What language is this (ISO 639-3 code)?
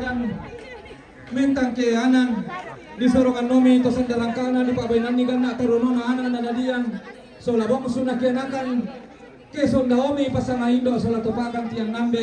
sda